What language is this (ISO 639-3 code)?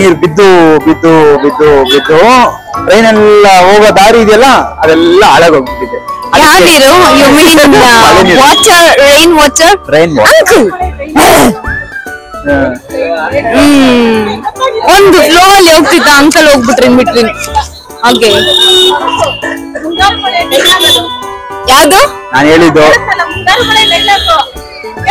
kan